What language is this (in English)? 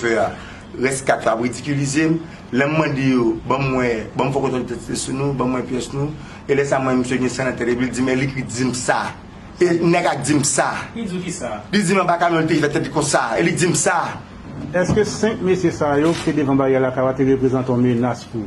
Haitian Creole